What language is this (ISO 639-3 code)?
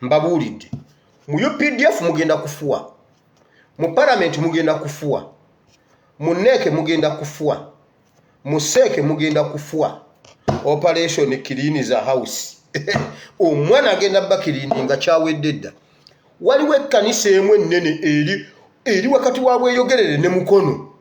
lug